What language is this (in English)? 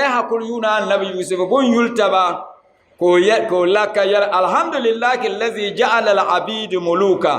Dagbani